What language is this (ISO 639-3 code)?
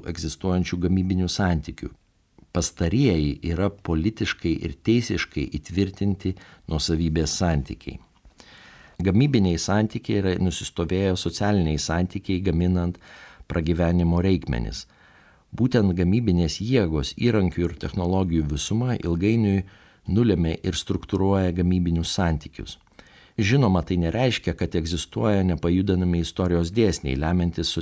lit